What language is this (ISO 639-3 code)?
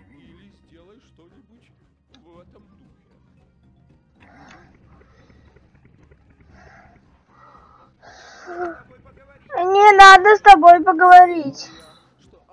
rus